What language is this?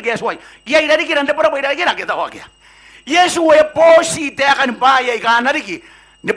Gilbertese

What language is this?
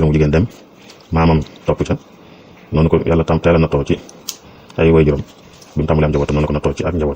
Wolof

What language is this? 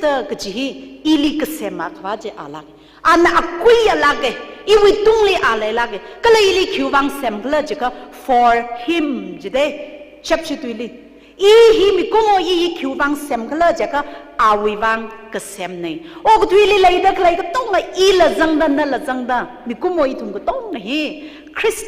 Tangkhul Naga (India)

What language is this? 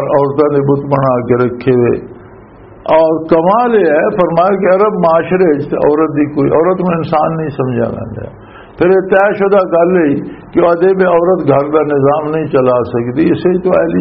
Western Panjabi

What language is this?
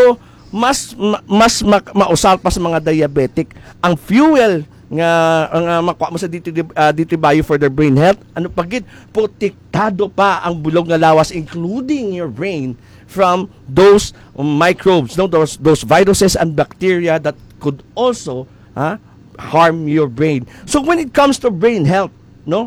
Hiligaynon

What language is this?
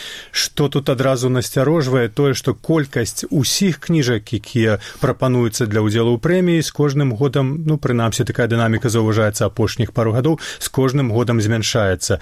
Belarusian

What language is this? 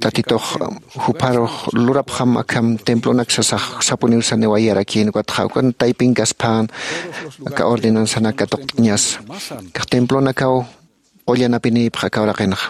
Aymara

